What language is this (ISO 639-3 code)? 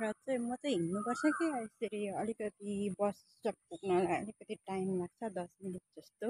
nep